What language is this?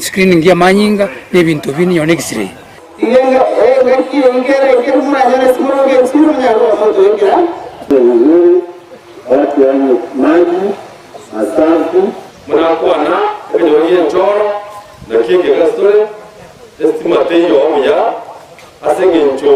Gusii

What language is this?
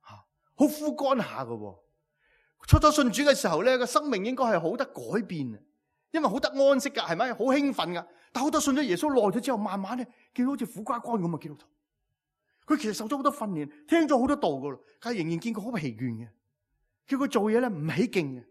Cantonese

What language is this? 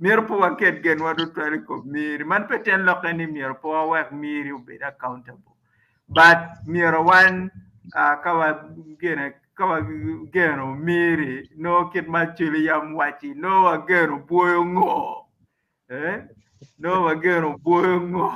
Acoli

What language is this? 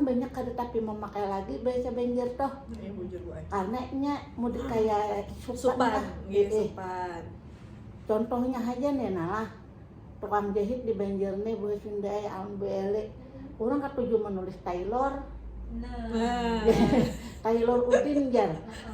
Banjar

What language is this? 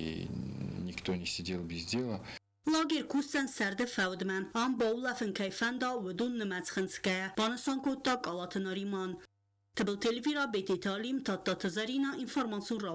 Ossetic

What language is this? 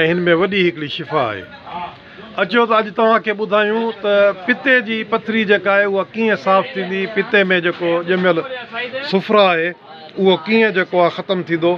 Sindhi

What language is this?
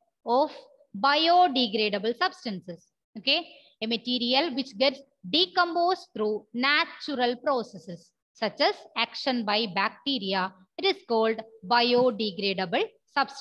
English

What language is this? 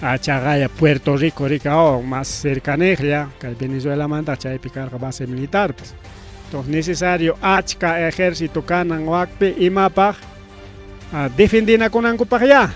Ayacucho Quechua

